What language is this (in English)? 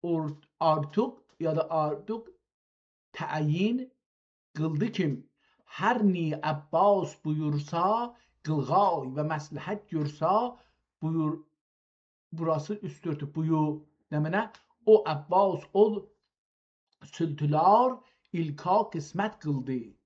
South Azerbaijani